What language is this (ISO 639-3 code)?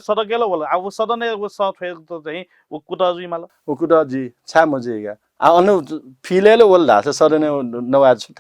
new